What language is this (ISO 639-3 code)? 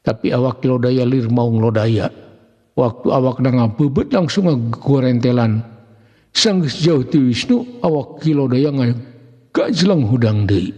sun